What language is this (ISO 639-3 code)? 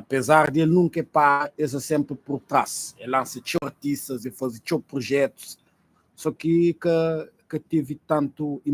kea